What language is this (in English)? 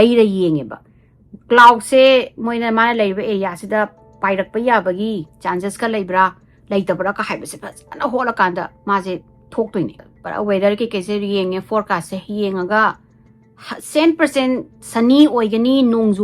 Manipuri